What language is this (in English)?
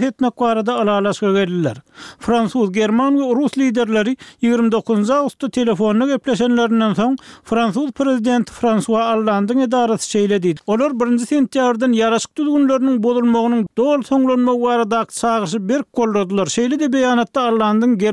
Turkmen